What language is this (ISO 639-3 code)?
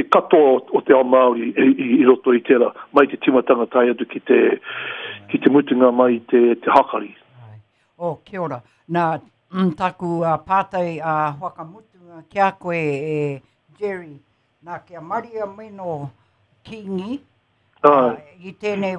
mri